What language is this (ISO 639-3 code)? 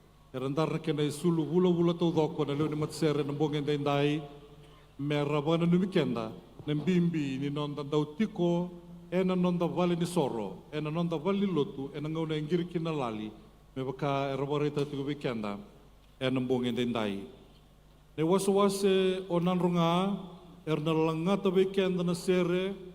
fij